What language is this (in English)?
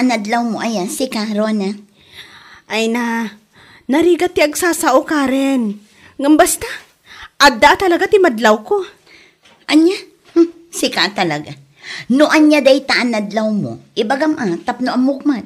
Iloko